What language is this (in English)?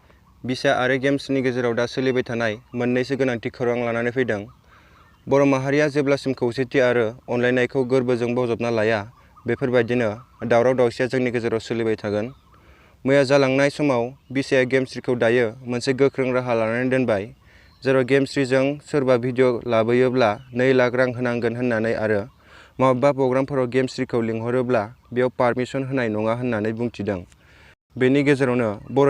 Bodo